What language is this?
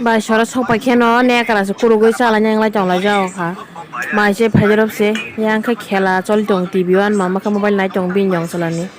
Kok Borok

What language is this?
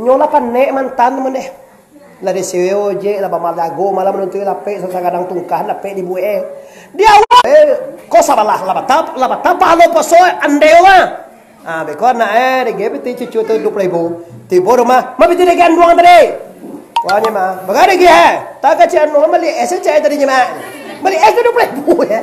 Minangkabau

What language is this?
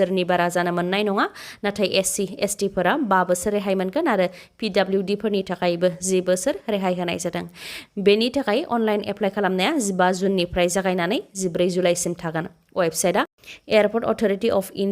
Bodo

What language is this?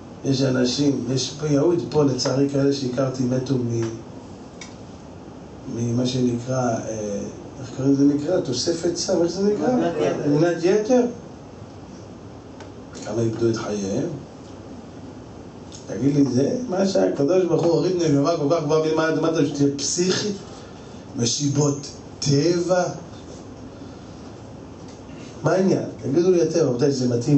Hebrew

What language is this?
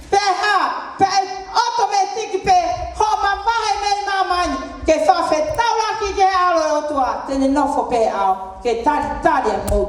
Tongan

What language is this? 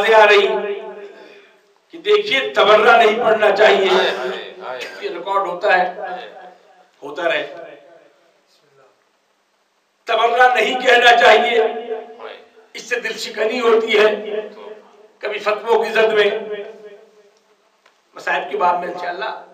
Urdu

